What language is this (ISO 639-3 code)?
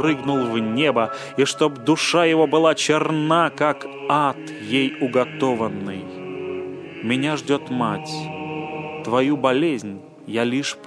rus